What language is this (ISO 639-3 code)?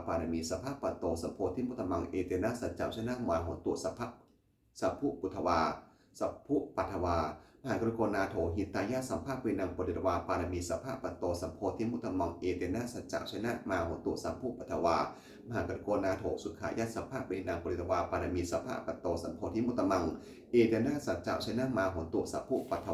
pli